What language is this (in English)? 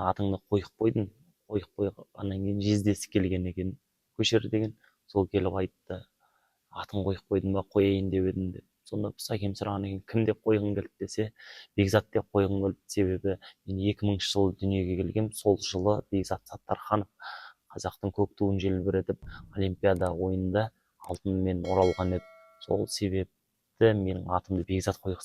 Kazakh